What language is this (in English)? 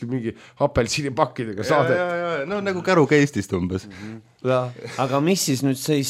Estonian